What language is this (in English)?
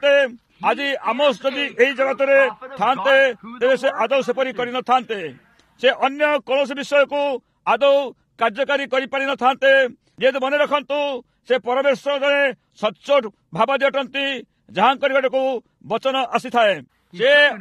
Odia